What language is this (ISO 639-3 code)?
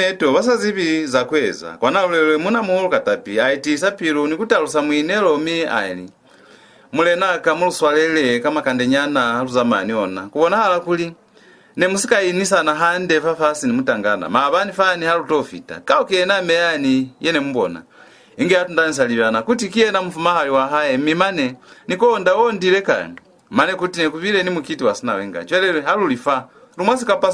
loz